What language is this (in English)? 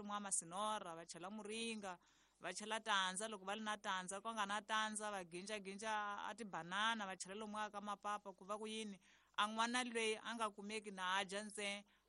Tsonga